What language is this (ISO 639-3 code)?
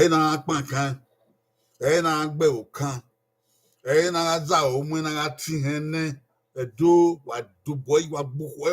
bin